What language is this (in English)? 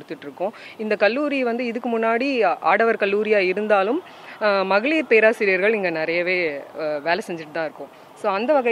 Tamil